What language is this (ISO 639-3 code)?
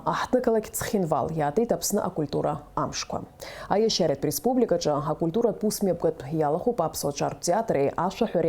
abk